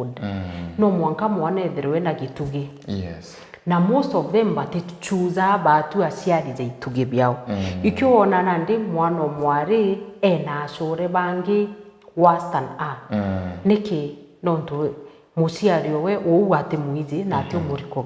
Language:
Meru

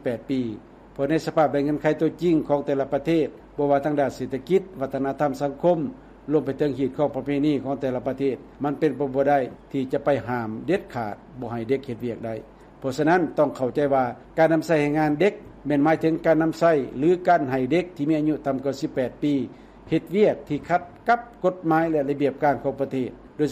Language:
Lao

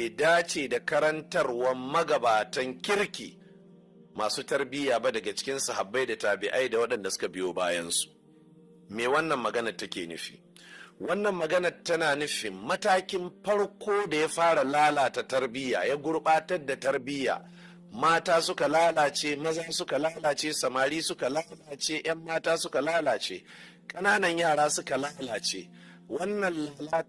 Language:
Hausa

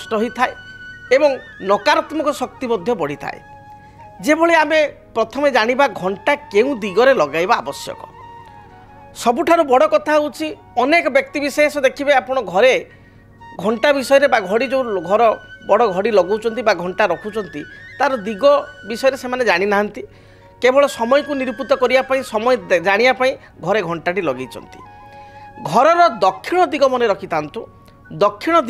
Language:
Odia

